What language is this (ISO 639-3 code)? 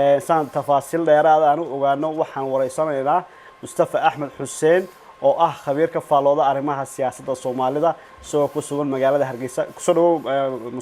som